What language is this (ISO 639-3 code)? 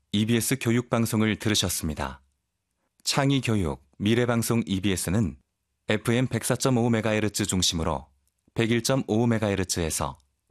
kor